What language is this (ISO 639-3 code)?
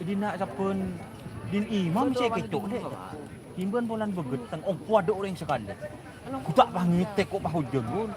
mad